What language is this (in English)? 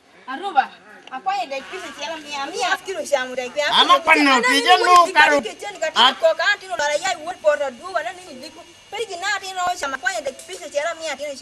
Lango (Uganda)